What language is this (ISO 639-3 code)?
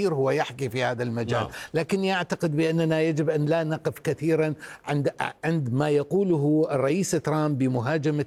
ara